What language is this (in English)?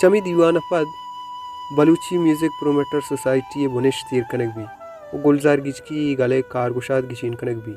Baluchi